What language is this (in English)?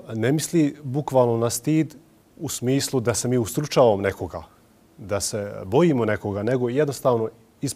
Bosnian